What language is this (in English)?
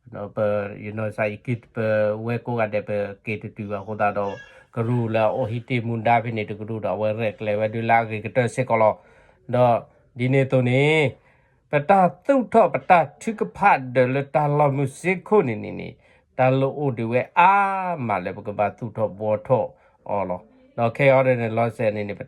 S'gaw Karen